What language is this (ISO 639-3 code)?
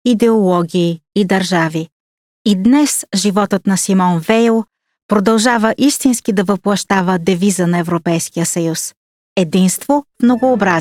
bul